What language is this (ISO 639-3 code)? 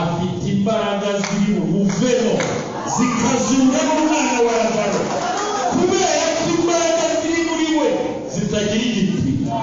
kin